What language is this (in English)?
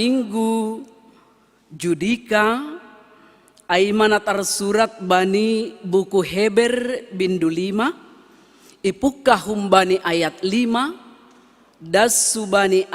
Batak Simalungun